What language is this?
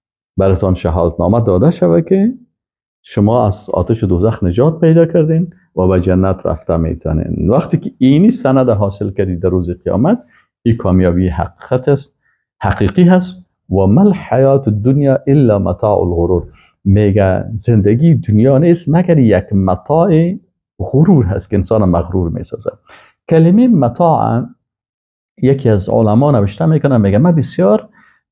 Persian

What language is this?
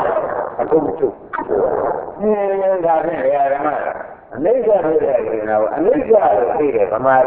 Burmese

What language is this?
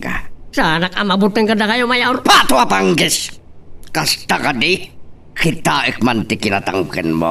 Iloko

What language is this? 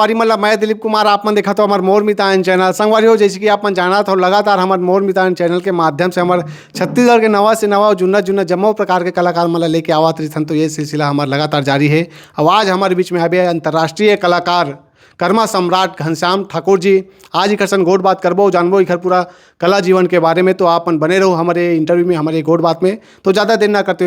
Chhattisgarhi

